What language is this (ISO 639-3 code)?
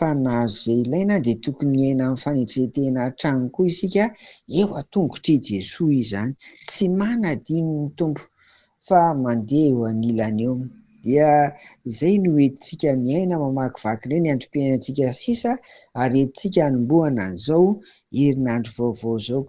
mlg